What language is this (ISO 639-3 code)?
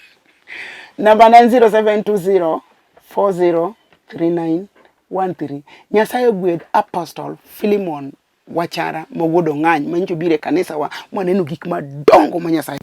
luo